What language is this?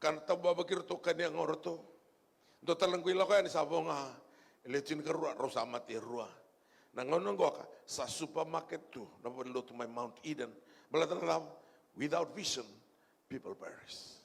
Fijian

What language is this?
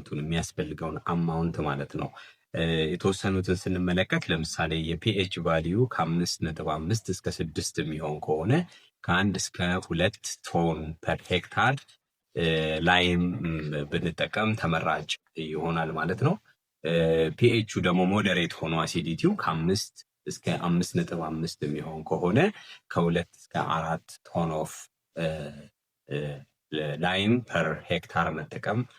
Amharic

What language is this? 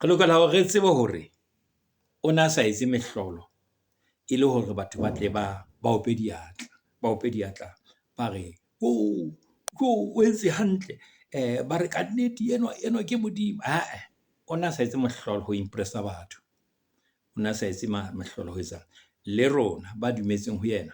Southern Sotho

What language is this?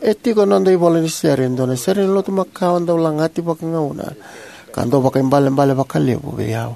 Fijian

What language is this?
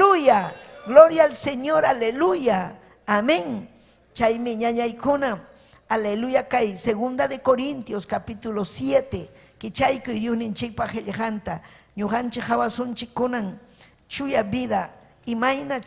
Ayacucho Quechua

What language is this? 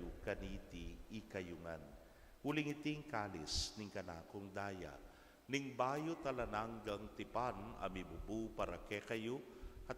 Pampanga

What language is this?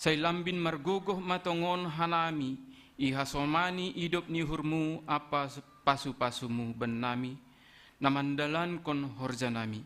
Batak Simalungun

